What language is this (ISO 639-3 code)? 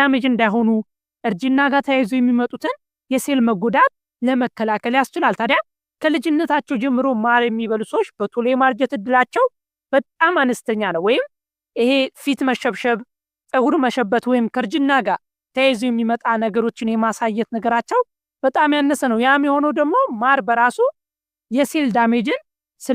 amh